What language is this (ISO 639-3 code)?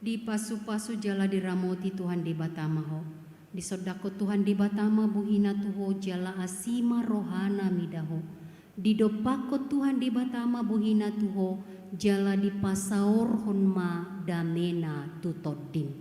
bbc